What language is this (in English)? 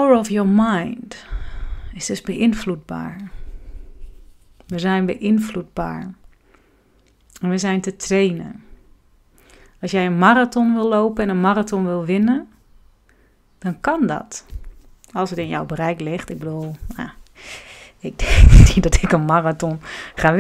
Dutch